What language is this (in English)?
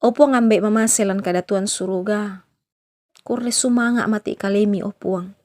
Toraja-Sa'dan